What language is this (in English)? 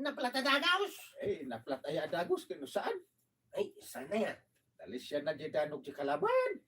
Iloko